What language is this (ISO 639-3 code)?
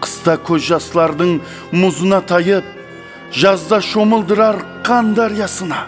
kaa